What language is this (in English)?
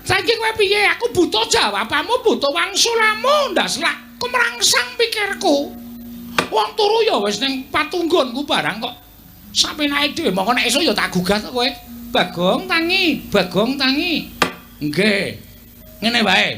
Javanese